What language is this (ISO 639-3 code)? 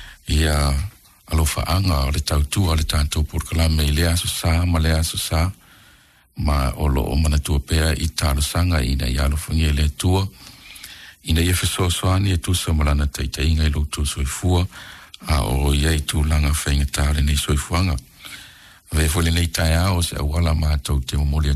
smo